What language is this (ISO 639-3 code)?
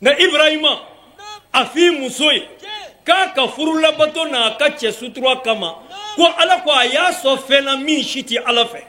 bam